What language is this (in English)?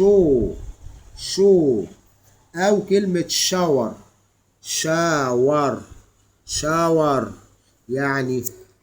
Egyptian Arabic